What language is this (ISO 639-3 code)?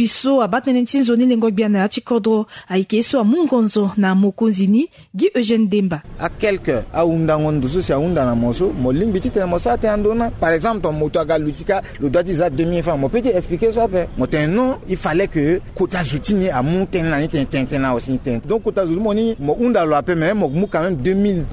sag